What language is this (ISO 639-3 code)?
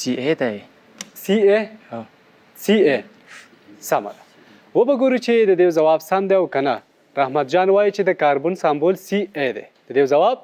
pus